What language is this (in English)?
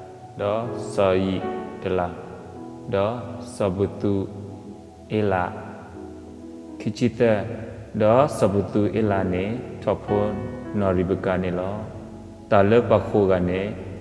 S'gaw Karen